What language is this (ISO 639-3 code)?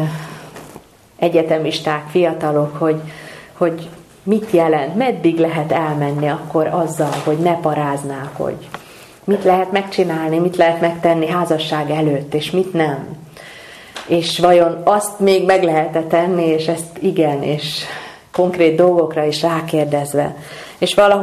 hun